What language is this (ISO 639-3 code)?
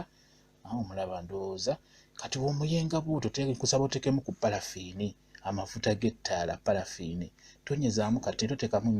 lug